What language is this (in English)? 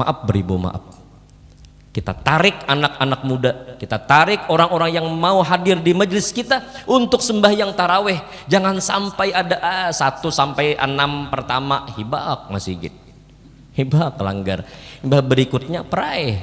Banjar